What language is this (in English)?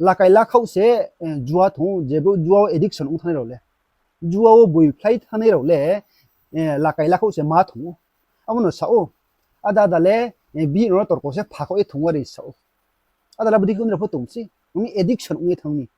Riang (India)